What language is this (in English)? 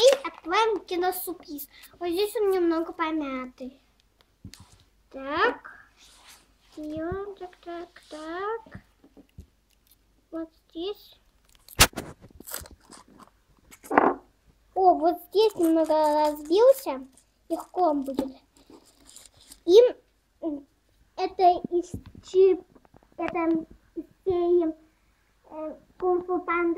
Russian